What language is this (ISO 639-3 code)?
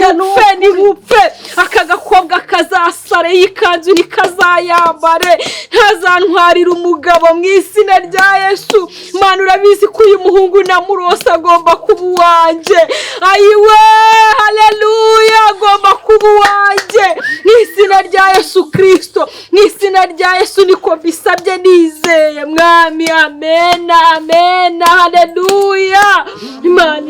kin